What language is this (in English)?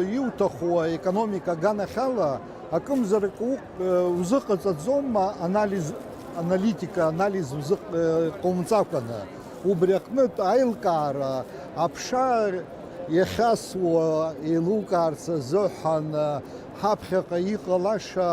Abkhazian